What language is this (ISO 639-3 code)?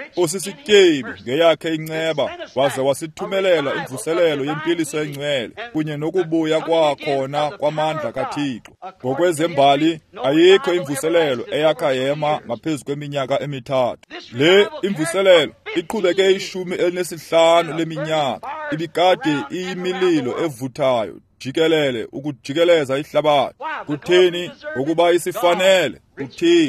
xho